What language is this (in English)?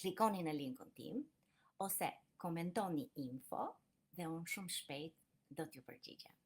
Albanian